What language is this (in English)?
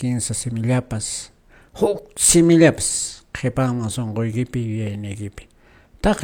Quechua